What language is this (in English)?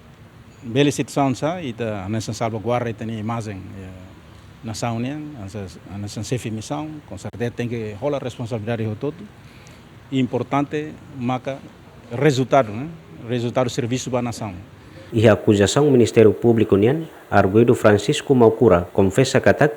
Tetum